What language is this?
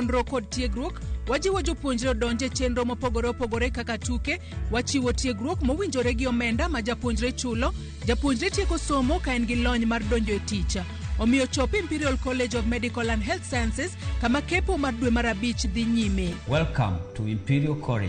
Luo (Kenya and Tanzania)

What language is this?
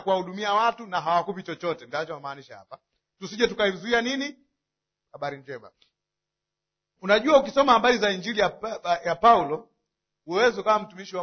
Swahili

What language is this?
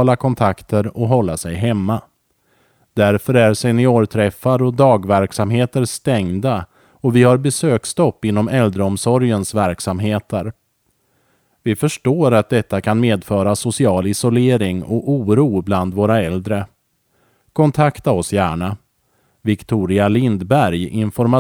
Swedish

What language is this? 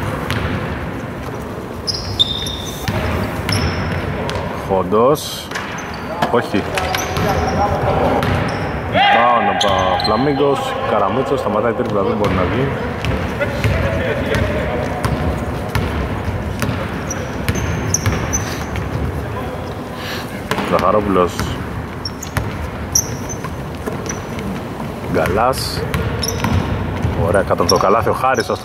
Greek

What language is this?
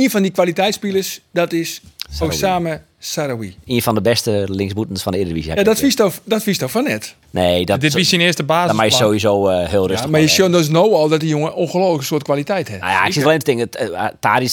Western Frisian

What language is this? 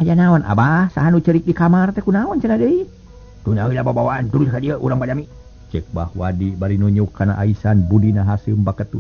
Sundanese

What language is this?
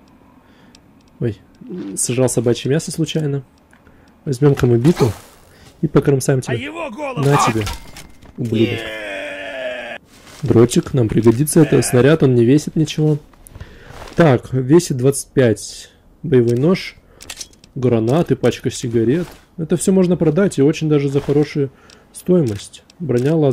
Russian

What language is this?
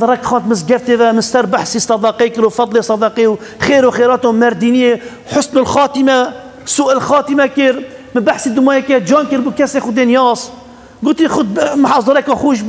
Kurdish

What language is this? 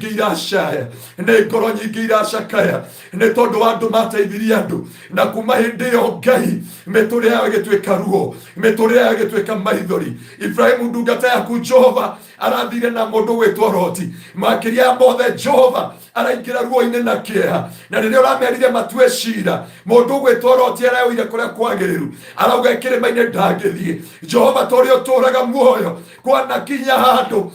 Kikuyu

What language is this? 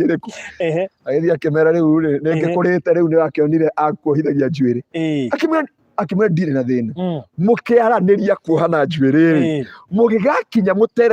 Kikuyu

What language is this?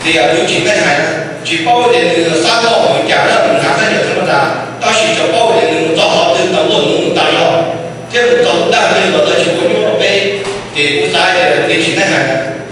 Hmong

